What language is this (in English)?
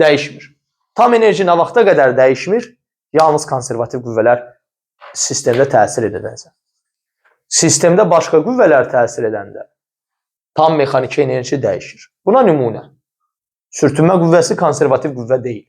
Azerbaijani